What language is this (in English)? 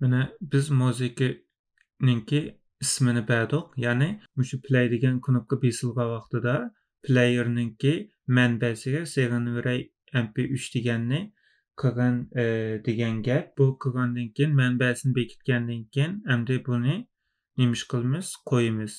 Uyghur